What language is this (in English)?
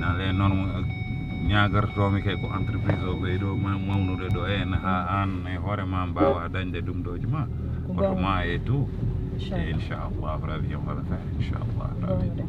Fula